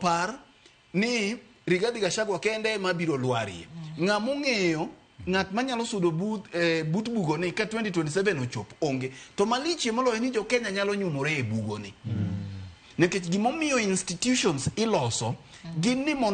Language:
Luo (Kenya and Tanzania)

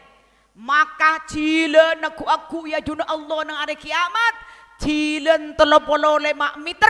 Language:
Madurese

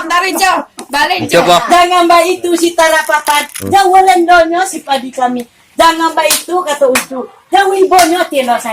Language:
Minangkabau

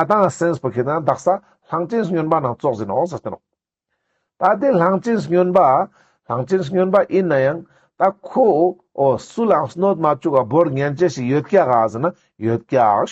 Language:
Ladakhi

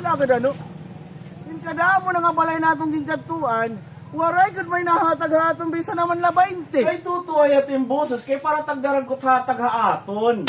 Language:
Waray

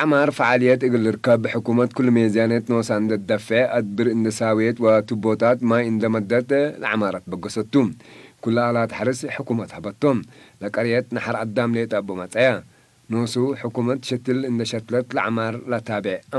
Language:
Tigre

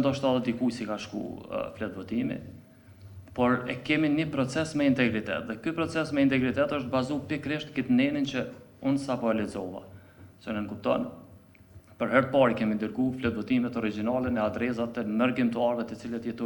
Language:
Albanian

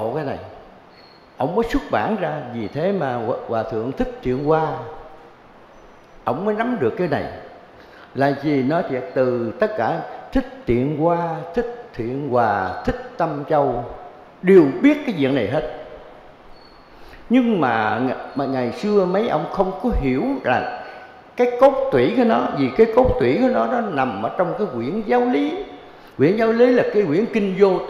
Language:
Vietnamese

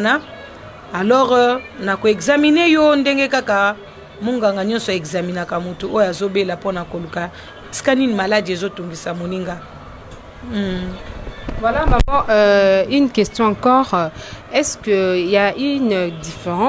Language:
Lingala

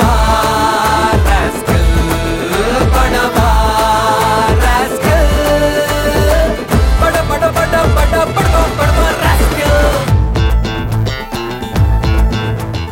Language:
Tamil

